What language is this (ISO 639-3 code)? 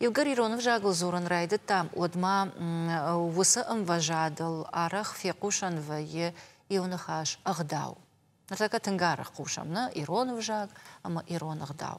oss